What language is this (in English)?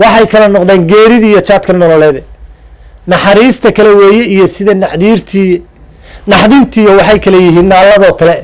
Somali